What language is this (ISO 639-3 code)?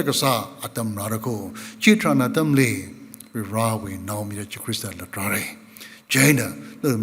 nmf